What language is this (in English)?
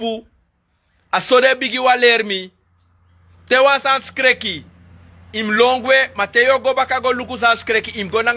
Sranan Tongo